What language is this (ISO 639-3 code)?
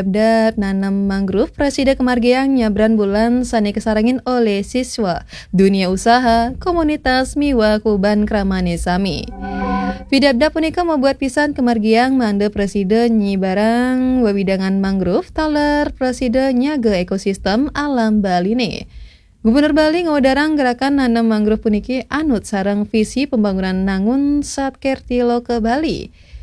ban